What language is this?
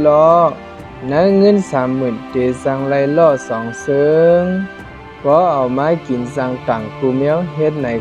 Shan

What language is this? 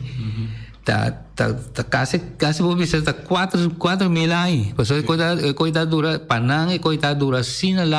Papiamento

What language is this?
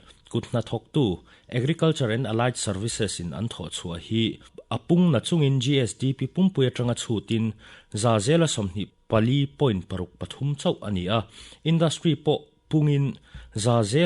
Mizo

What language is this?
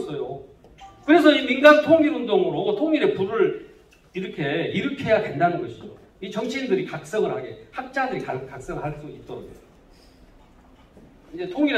Korean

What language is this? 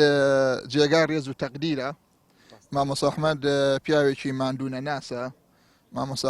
Central Kurdish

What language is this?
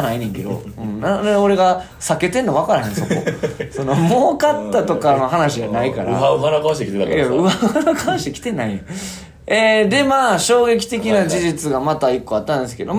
Japanese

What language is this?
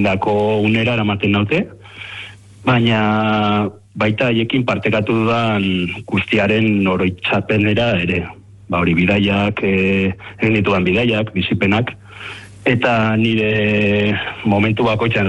Basque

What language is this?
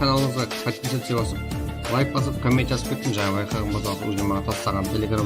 Kara-Kalpak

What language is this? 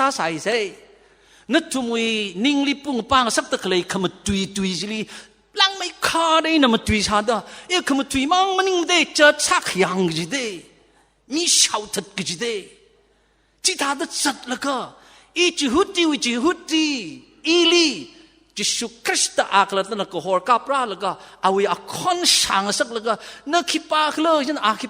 Tangkhul Naga (India)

